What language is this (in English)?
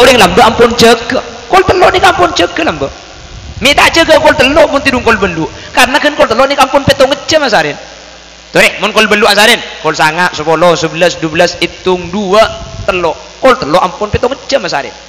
Madurese